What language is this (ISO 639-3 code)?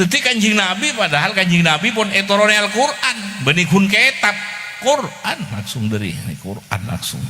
mad